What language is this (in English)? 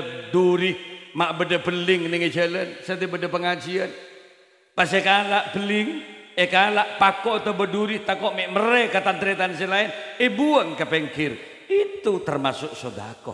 Madurese